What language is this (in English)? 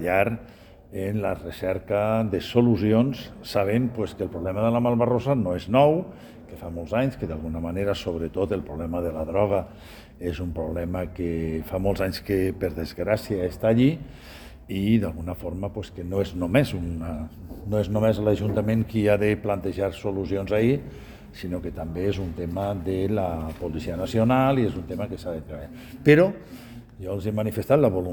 Catalan